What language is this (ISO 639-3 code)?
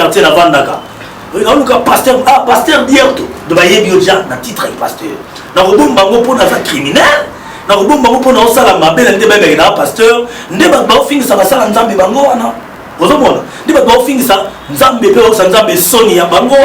lin